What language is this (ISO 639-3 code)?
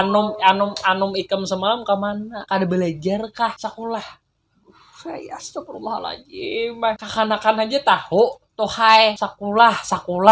bjn